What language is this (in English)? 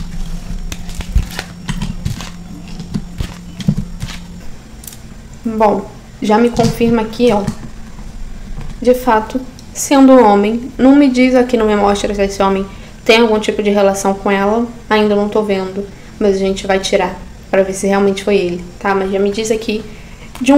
Portuguese